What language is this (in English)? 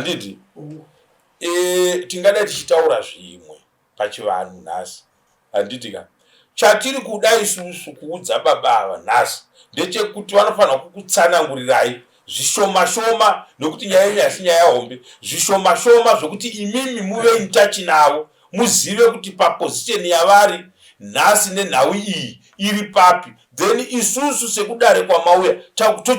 Shona